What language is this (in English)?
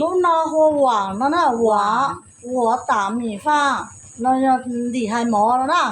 Hmong